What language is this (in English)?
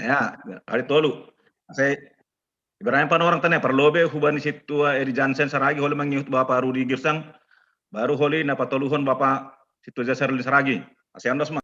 Batak Simalungun